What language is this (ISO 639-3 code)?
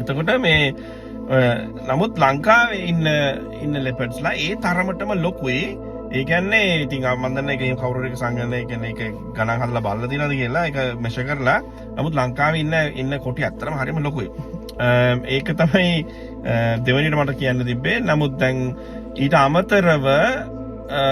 sin